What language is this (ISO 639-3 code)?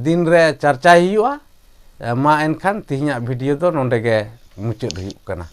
sat